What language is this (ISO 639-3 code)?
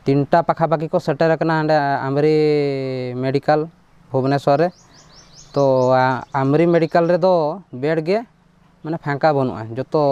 sat